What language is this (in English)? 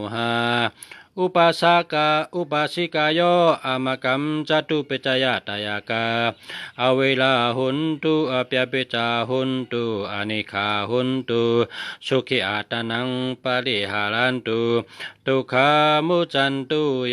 Shan